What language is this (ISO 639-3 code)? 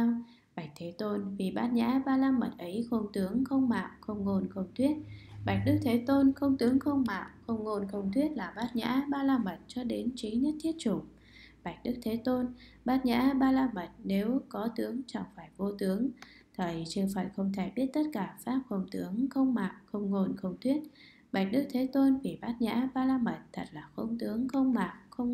vie